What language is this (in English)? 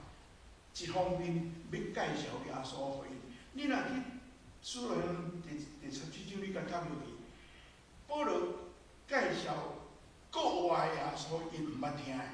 Min Nan Chinese